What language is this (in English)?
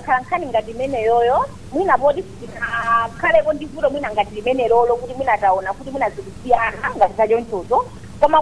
Nyanja